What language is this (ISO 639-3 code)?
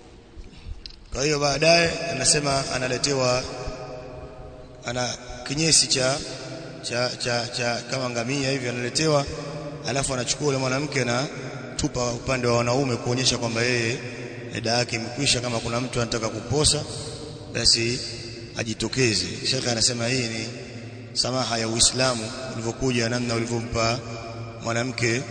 swa